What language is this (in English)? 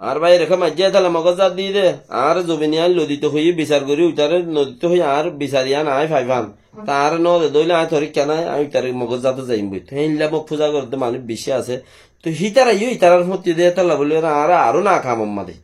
Rohingya